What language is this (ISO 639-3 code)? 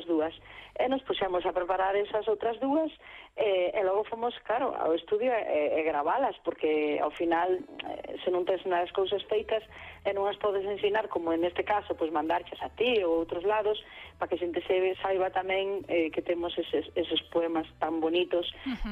glg